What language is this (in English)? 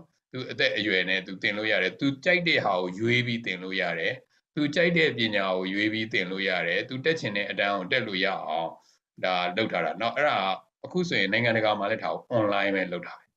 Burmese